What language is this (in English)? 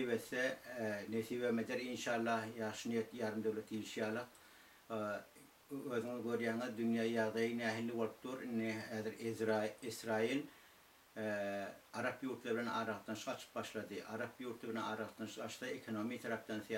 Turkmen